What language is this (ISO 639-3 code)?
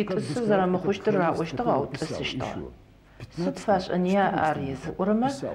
ady